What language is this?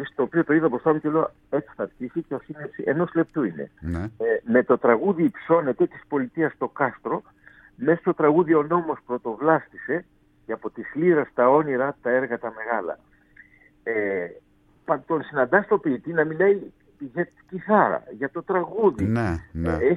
Greek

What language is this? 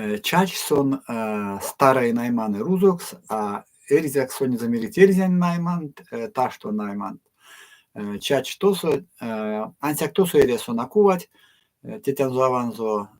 Erzya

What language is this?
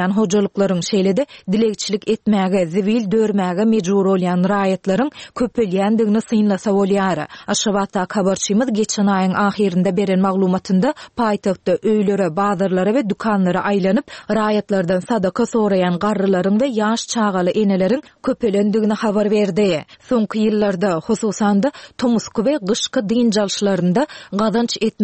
Turkmen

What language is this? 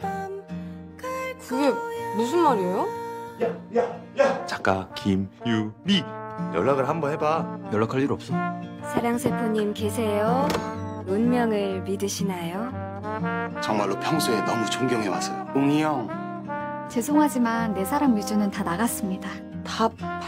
Korean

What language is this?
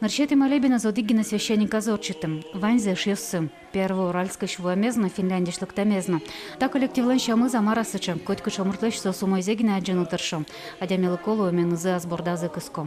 Udmurt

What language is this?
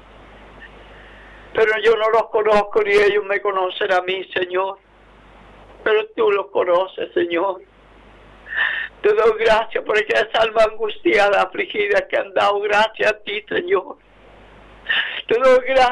Spanish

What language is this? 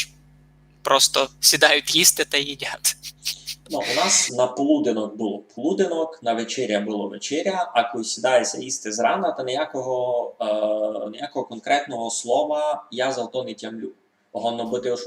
Rusyn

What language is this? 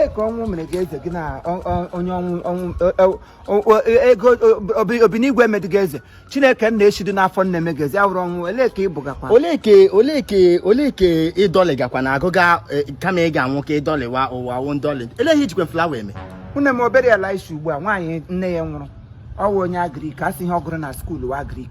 Igbo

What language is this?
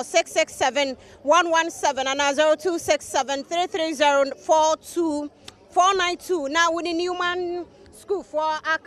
Akan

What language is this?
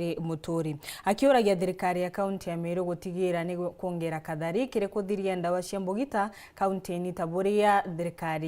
Meru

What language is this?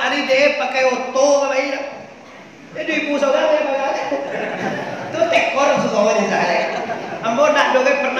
Minangkabau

